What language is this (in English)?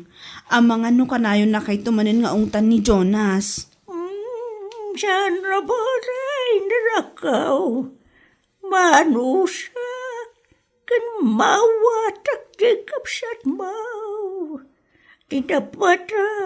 Iloko